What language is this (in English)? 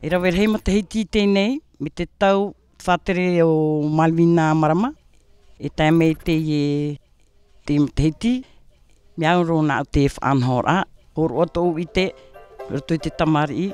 Tahitian